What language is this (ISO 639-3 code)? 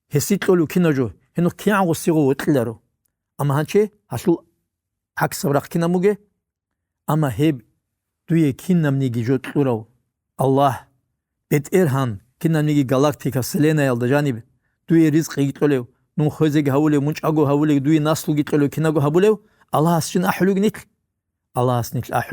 ava